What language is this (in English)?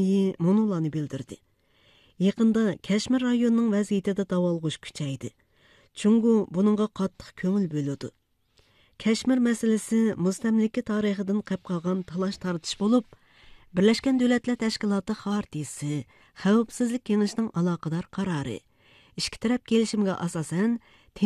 Uzbek